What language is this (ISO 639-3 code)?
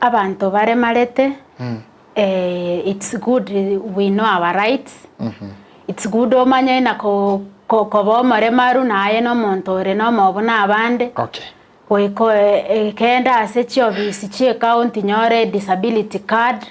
guz